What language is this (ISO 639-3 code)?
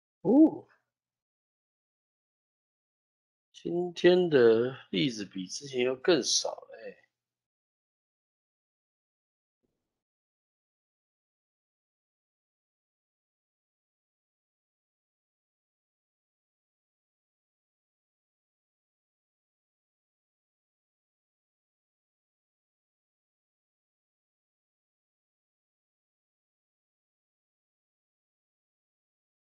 zho